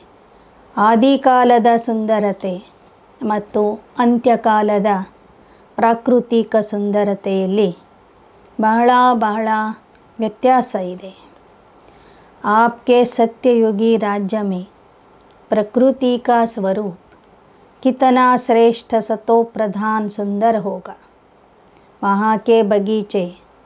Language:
Kannada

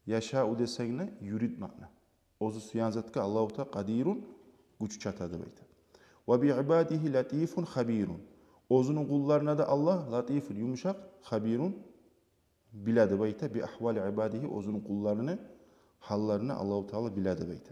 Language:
Kumyk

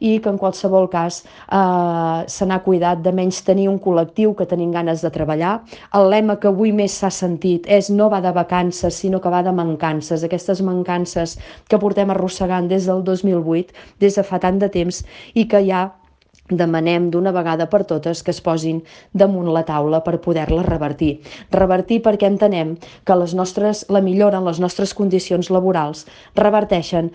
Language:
Catalan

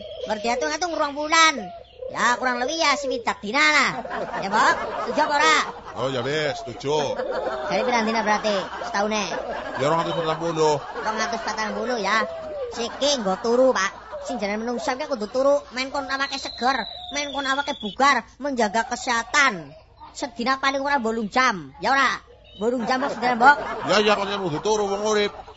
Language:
Javanese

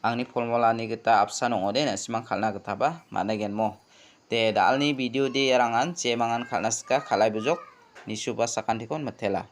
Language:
Garo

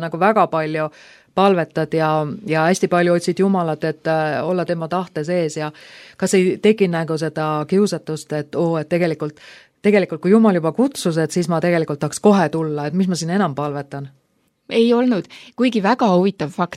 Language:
Estonian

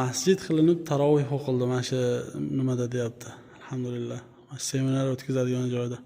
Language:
Uzbek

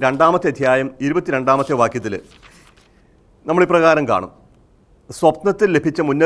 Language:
Malayalam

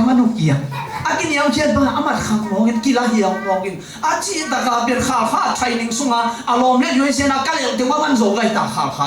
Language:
Tedim Chin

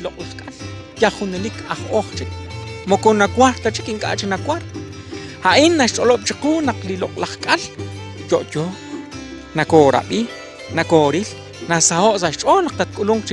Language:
Kekchí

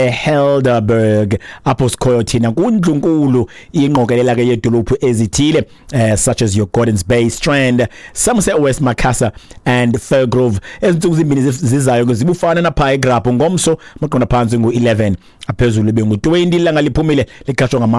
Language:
Xhosa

